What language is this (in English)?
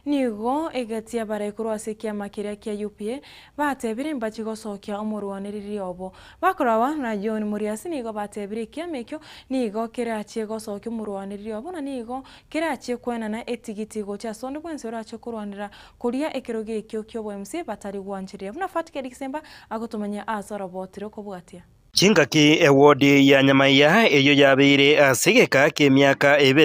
Gusii